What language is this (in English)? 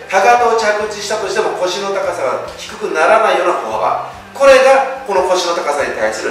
Japanese